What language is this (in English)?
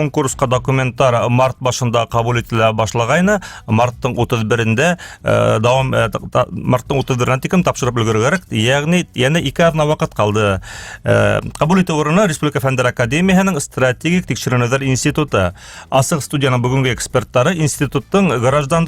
Bashkir